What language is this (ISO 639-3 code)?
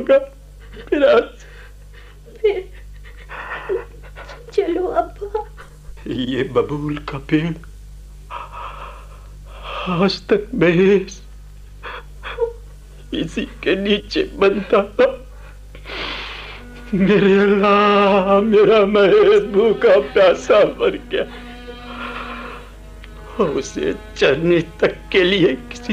hin